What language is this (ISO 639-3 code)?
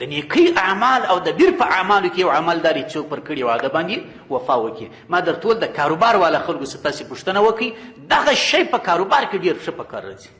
pus